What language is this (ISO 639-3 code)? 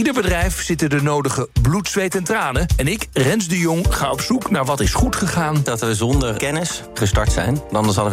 nld